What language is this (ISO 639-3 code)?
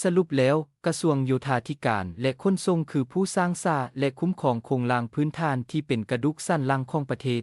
lao